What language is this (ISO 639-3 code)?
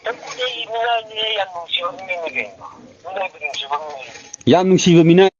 mni